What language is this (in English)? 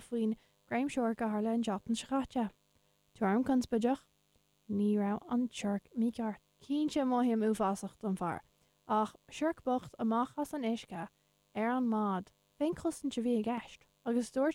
Irish